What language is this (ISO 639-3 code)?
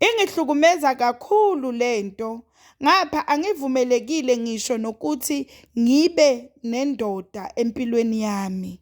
zul